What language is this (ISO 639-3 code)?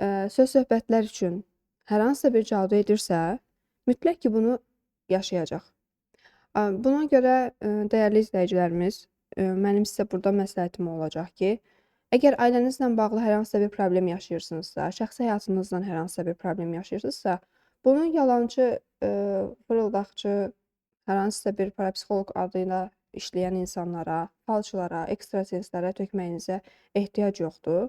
aze